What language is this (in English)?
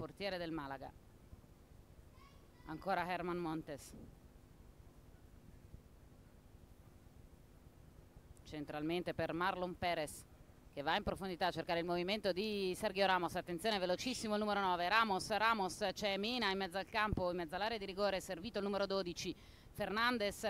Italian